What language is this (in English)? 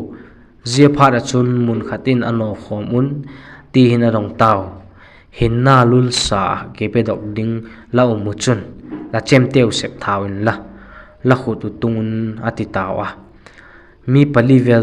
Vaiphei